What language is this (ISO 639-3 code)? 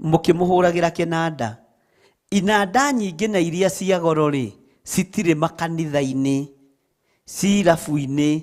kik